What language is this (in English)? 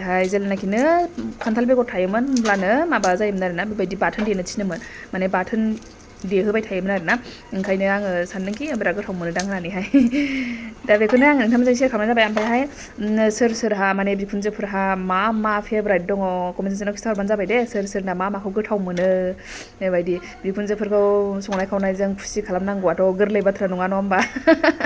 Bodo